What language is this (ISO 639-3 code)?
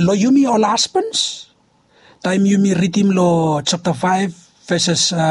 bis